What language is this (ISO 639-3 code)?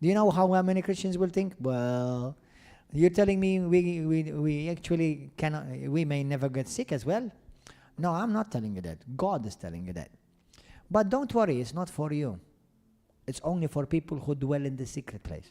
eng